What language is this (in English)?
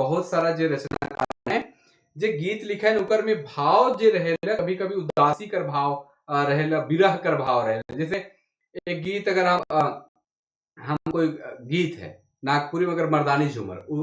Sadri